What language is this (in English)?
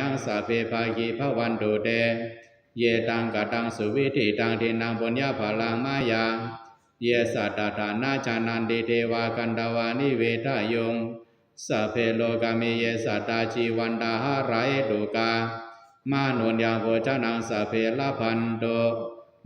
Pali